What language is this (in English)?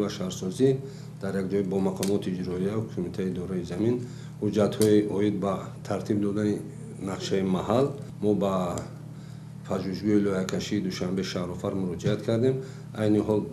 Tajik